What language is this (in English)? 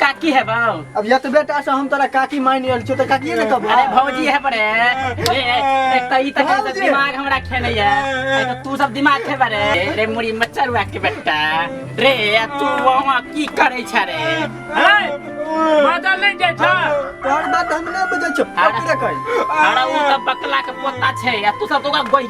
Maithili